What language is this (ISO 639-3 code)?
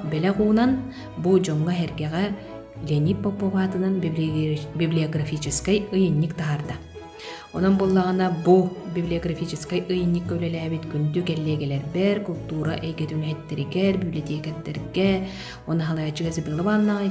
sah